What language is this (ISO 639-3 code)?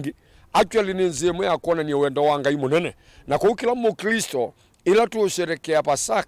kam